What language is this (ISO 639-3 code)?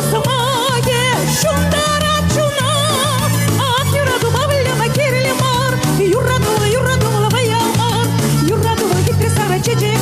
chv